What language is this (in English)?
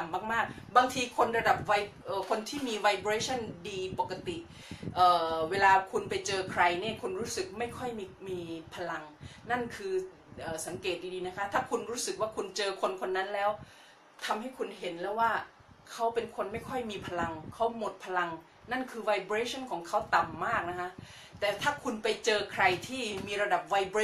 Thai